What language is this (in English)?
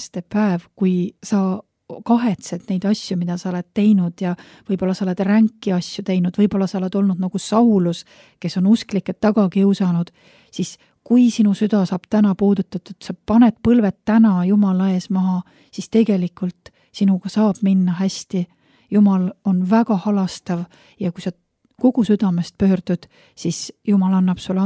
Estonian